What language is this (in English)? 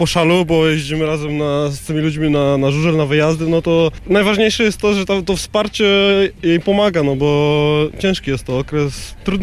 Polish